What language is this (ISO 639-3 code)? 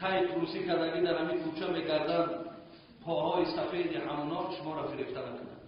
tgk